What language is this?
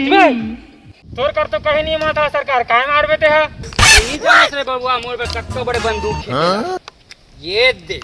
Chhattisgarhi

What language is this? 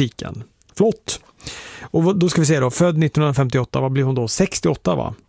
Swedish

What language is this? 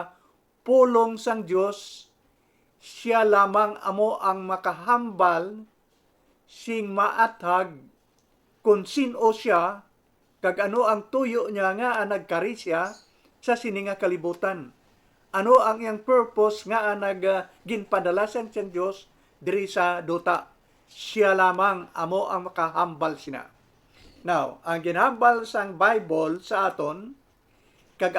Hiligaynon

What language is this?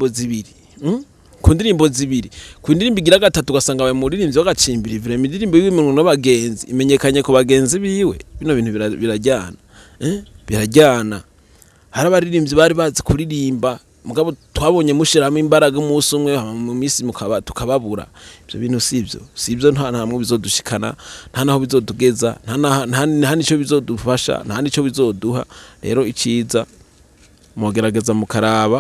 Rundi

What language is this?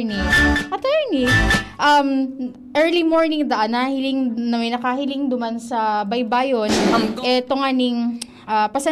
Bikol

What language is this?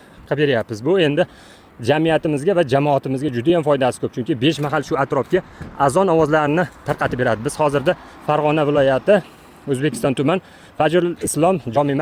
Uzbek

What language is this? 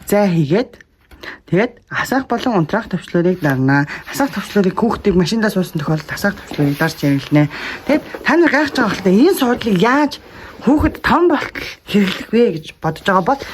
Mongolian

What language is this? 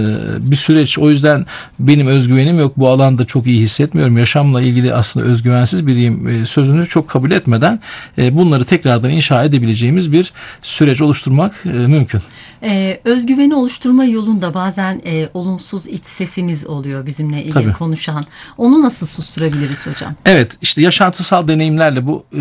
Turkish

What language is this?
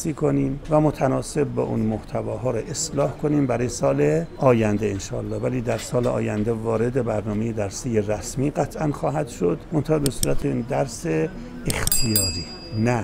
Persian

